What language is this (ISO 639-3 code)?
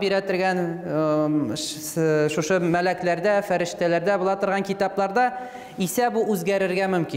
tat